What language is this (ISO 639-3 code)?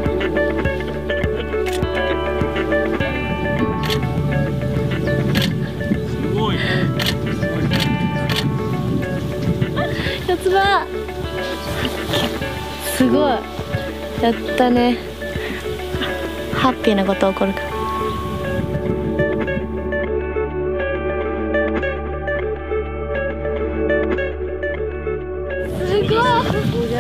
jpn